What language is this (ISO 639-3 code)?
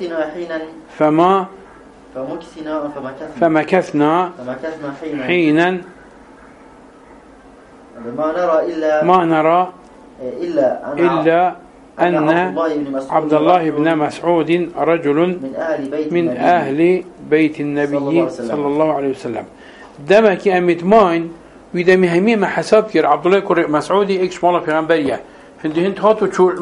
ara